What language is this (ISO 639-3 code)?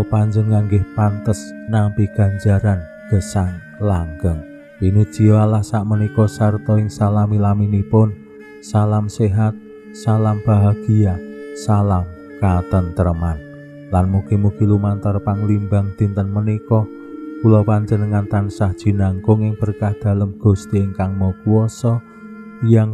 jav